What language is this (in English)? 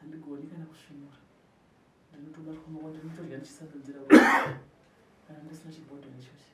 Shona